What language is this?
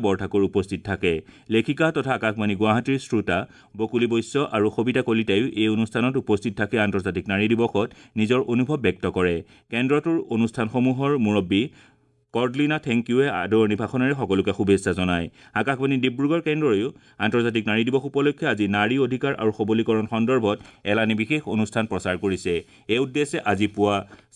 Assamese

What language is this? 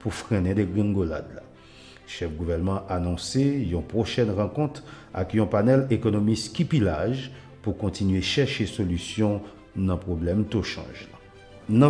Haitian Creole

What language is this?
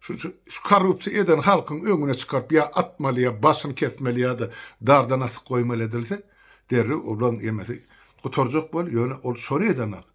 Turkmen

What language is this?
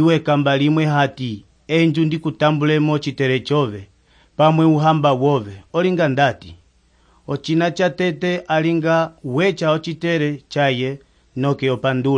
Umbundu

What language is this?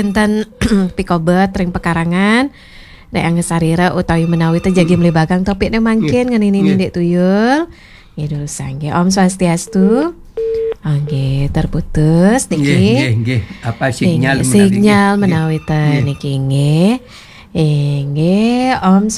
Balinese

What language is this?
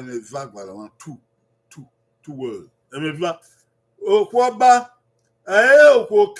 Bini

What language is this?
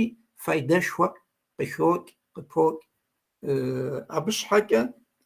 Kabardian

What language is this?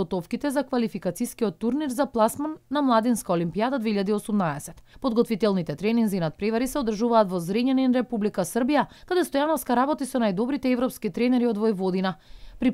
Macedonian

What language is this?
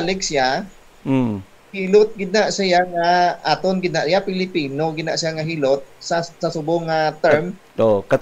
Hiligaynon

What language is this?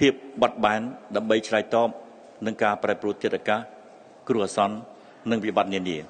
Khmer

